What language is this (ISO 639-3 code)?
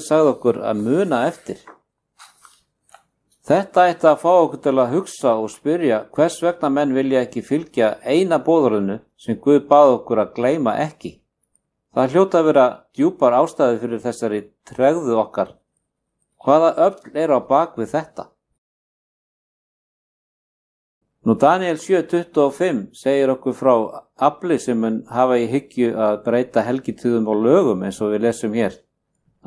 isl